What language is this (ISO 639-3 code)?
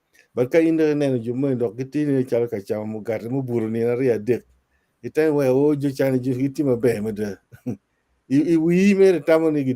ach